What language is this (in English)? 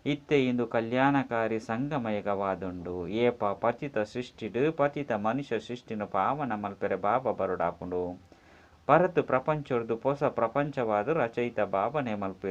Tulu